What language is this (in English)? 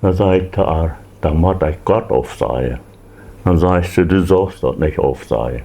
Plautdietsch